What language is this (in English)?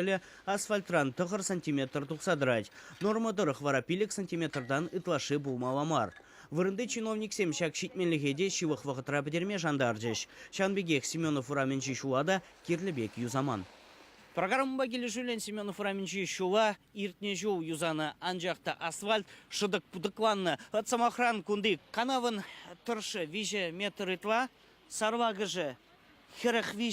Chuvash